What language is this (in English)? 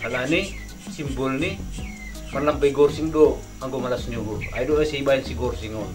Batak Simalungun